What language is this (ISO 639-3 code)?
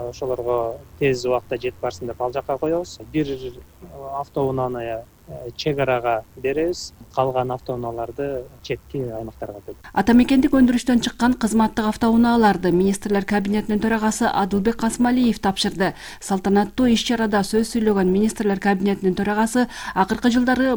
kir